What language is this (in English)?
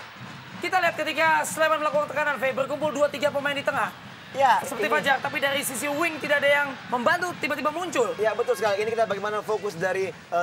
Indonesian